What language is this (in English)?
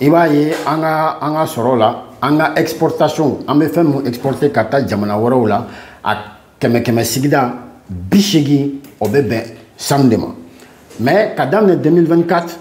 Bambara